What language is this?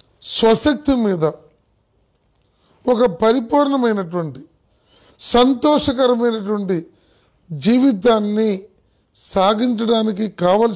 Telugu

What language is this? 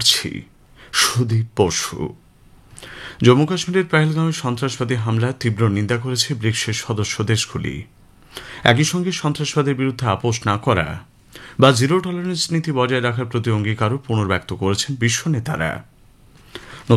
Bangla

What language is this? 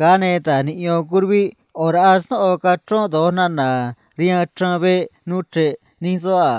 Copala Triqui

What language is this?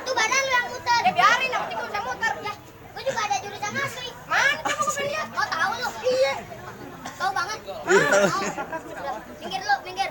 Betawi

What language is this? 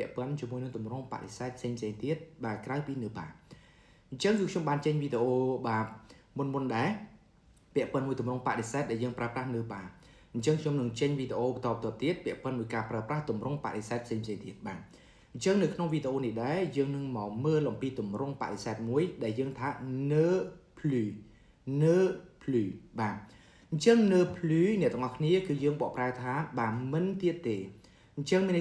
Khmer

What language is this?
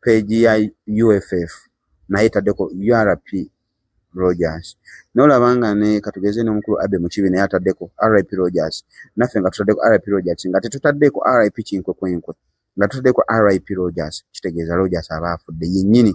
Ganda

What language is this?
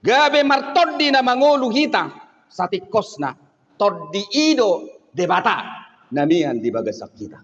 Batak Toba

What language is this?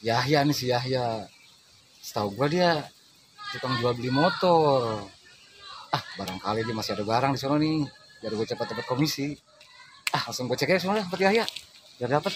Betawi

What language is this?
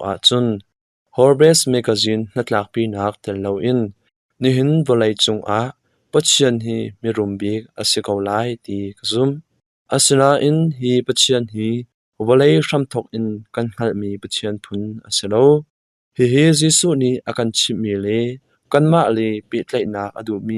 Hakha Chin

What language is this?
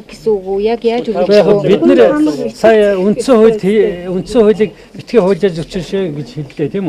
Mongolian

